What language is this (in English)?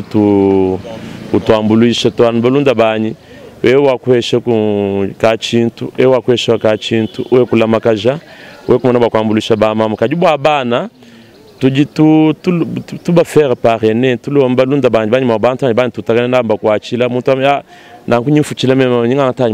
Luba-Lulua